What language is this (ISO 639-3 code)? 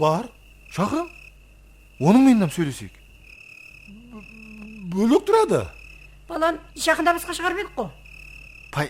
kaa